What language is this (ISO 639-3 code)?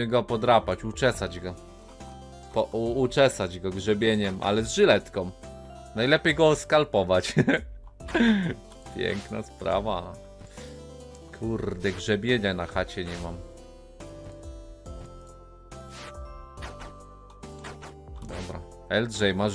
pol